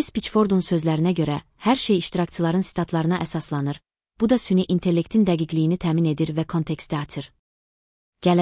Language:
Azerbaijani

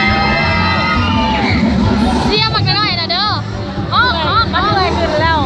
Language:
Lao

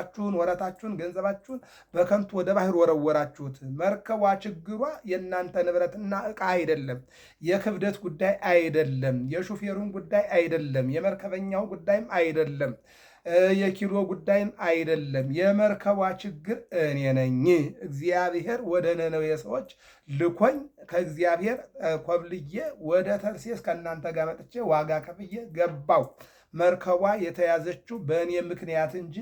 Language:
Amharic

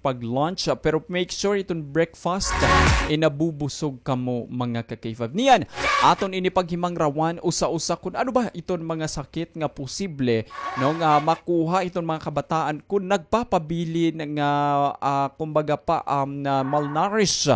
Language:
Waray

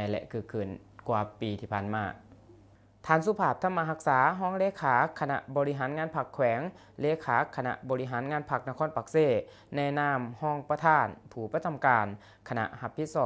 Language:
Lao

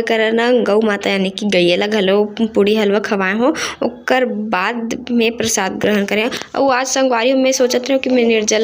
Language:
Chhattisgarhi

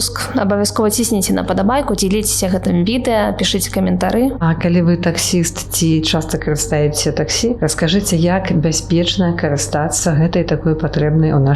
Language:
Belarusian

